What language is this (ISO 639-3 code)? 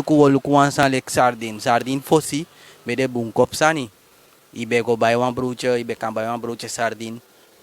srn